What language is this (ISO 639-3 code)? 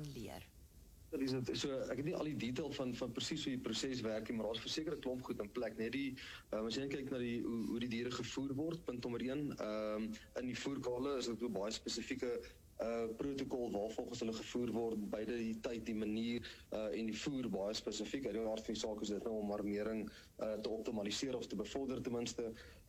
afr